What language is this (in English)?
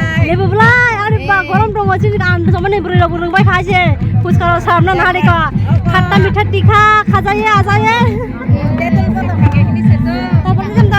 Kok Borok